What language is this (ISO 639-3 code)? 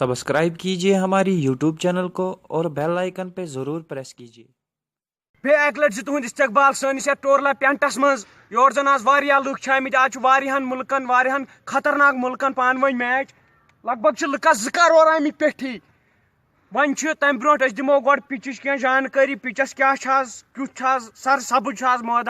kas